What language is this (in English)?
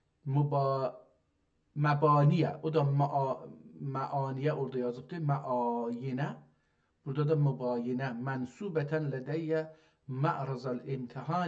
South Azerbaijani